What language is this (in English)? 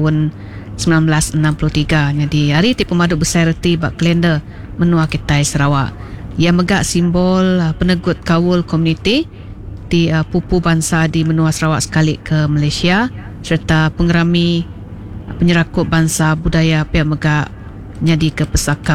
Iban